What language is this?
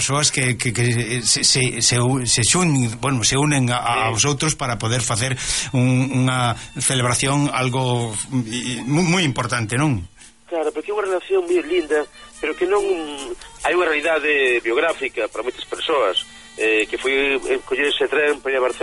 Galician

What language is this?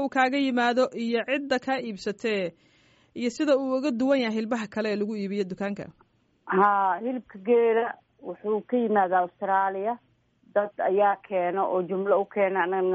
Somali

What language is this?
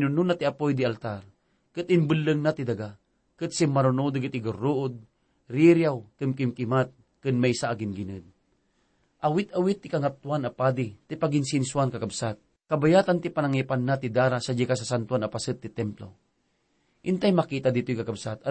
Iloko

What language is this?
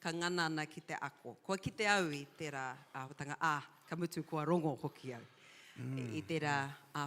Māori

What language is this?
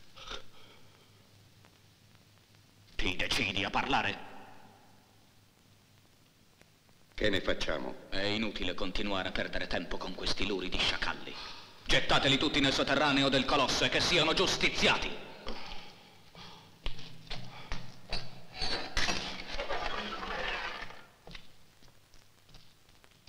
Italian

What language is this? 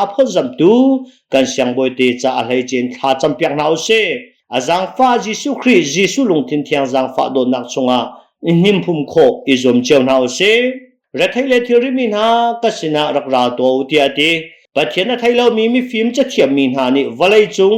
Hakha Chin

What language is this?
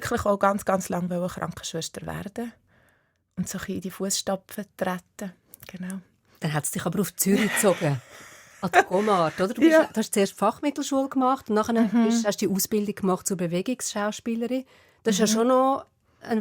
Swiss German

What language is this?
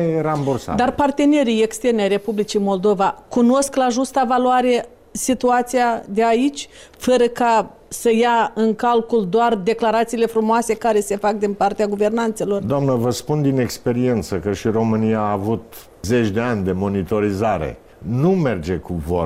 Romanian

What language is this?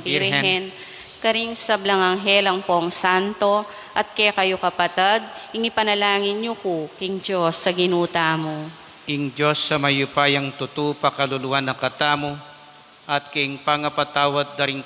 Pampanga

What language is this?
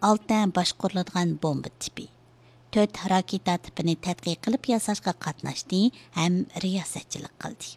Uyghur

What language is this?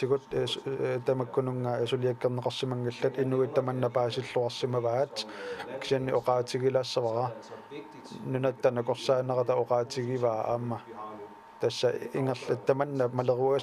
Kalaallisut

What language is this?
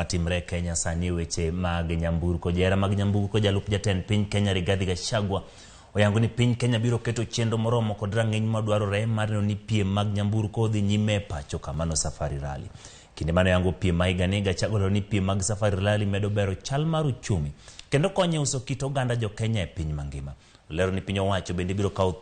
Luo (Kenya and Tanzania)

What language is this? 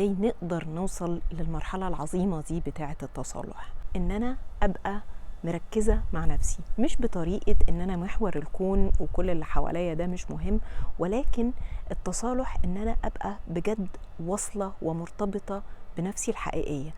Egyptian Arabic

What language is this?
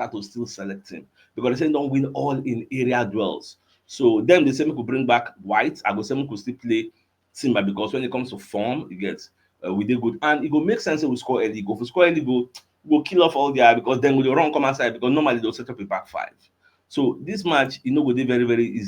Nigerian Pidgin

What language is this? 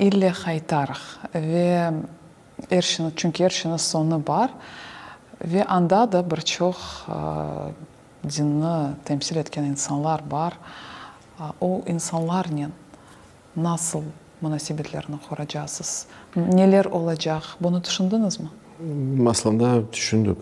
Crimean Tatar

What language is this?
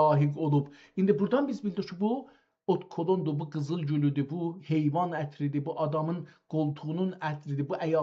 South Azerbaijani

